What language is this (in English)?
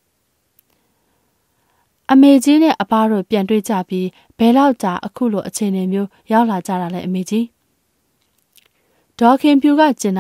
Burmese